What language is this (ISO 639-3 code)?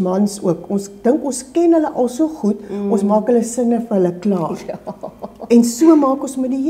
afr